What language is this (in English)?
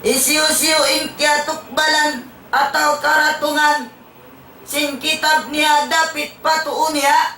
Tausug